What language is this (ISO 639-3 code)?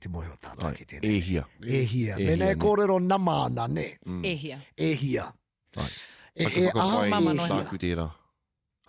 mri